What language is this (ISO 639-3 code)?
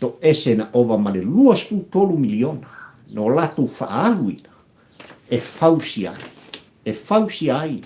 smo